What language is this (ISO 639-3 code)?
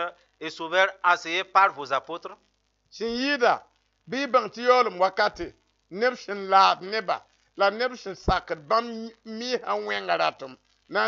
mos